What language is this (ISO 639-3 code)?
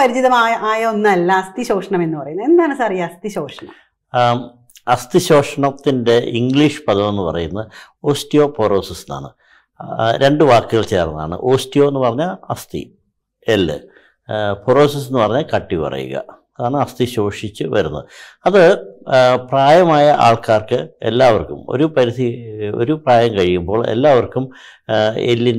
mal